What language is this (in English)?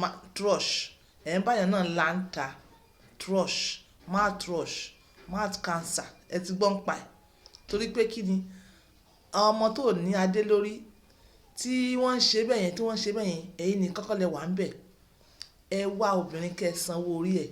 Yoruba